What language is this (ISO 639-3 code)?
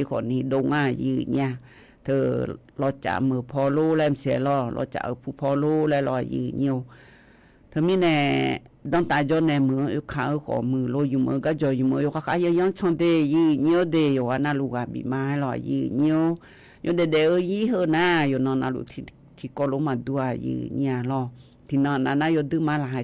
ahk